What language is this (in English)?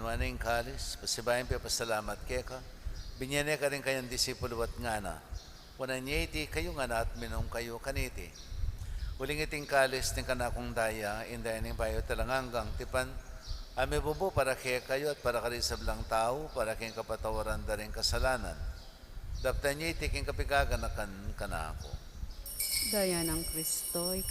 Pampanga